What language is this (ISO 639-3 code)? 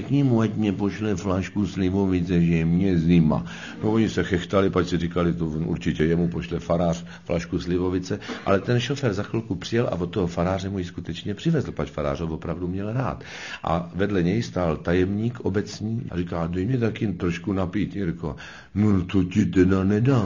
ces